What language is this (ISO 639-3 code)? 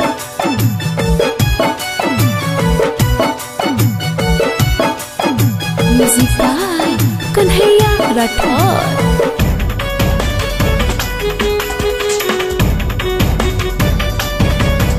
bho